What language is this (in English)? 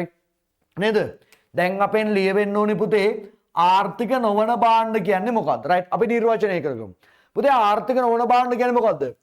Sinhala